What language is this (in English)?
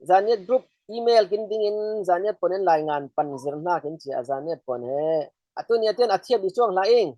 Falam Chin